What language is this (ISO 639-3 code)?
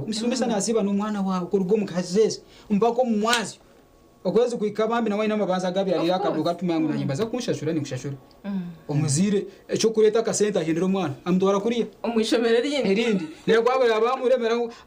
nyn